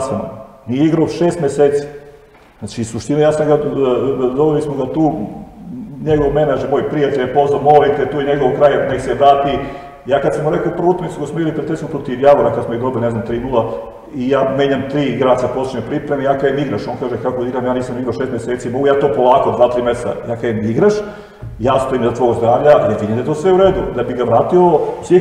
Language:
Serbian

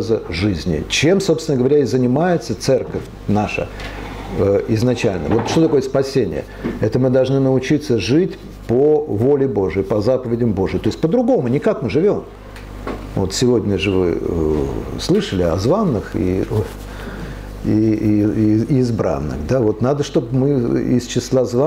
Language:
Russian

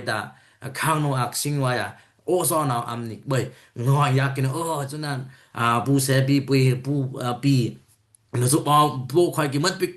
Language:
Dimasa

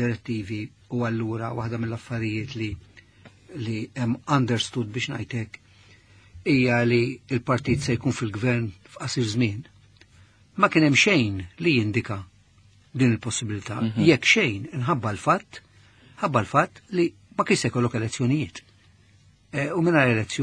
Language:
Maltese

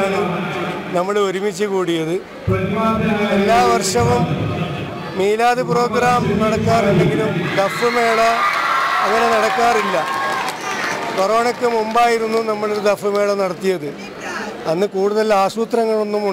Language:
Malayalam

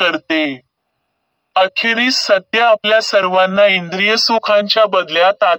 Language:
Marathi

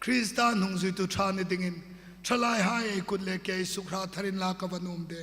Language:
Hmar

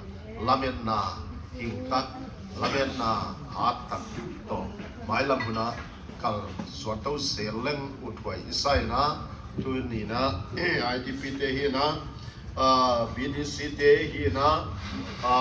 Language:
Paite Chin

